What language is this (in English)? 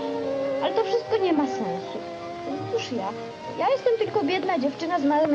Polish